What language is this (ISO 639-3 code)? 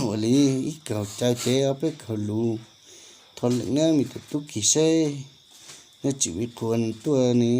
hmn